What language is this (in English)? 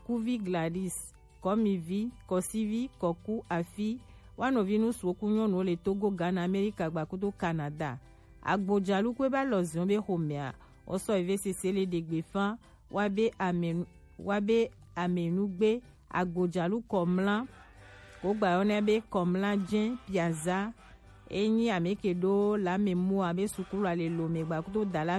Gen